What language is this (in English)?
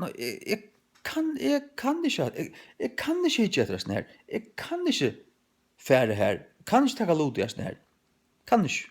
Faroese